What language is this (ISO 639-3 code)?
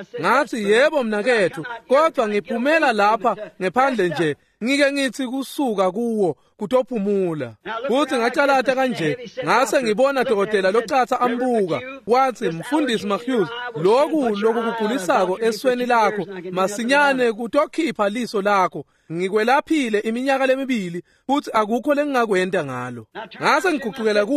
ssw